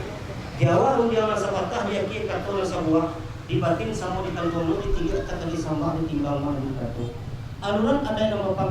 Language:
Minangkabau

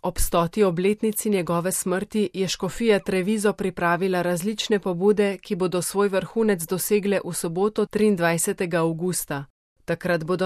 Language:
Slovenian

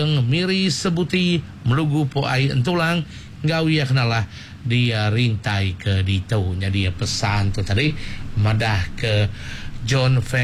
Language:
Iban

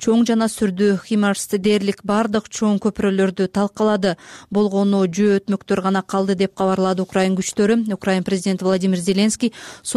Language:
Kyrgyz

